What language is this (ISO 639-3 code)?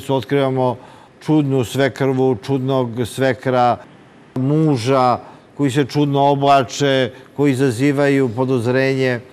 srp